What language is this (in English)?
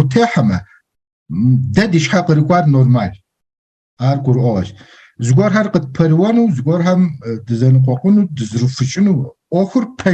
Kabardian